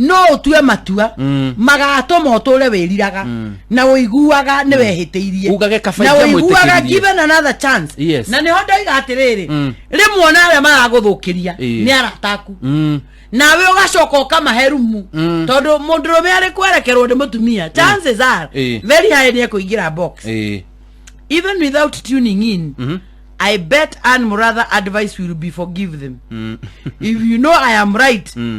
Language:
Kikuyu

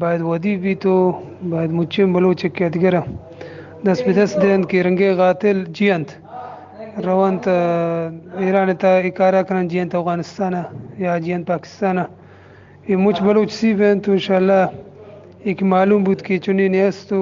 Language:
Eastern Balochi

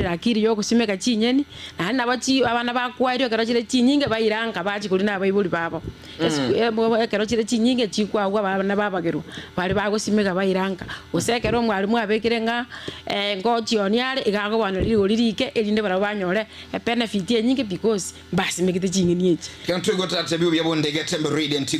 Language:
Gusii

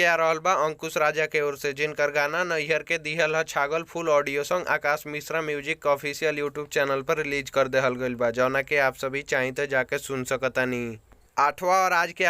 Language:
Bhojpuri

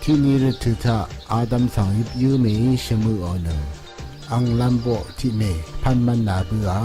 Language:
Rawang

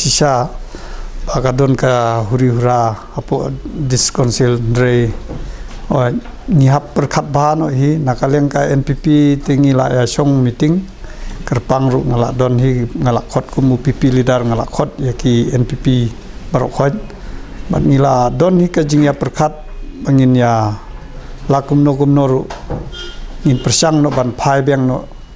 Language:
Khasi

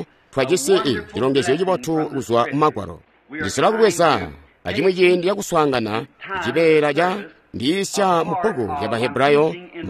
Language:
Tonga (Zambia)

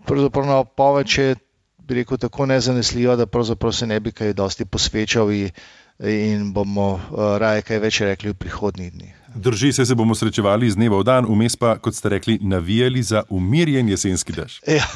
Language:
Slovenian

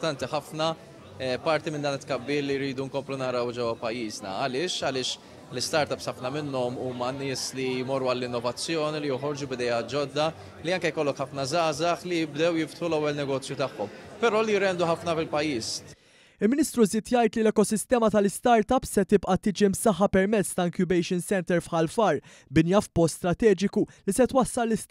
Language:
Maltese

